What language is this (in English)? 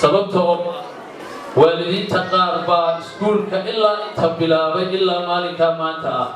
Somali